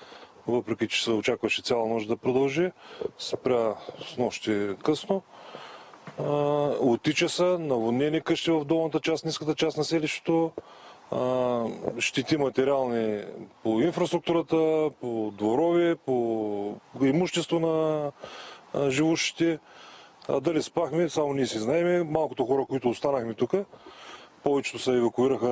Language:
Bulgarian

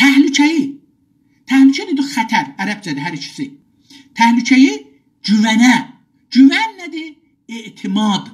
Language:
South Azerbaijani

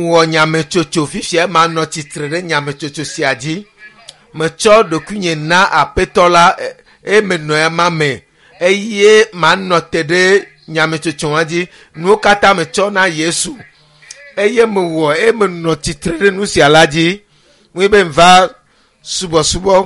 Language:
Ewe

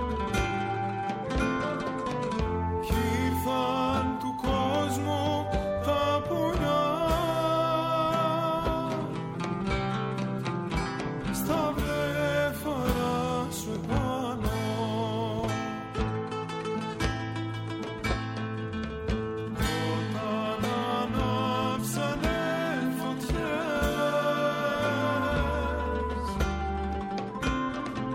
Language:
Greek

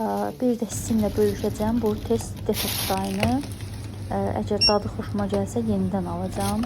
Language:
Azerbaijani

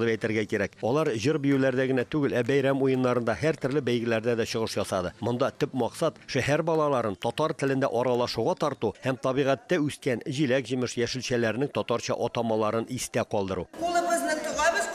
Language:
Tatar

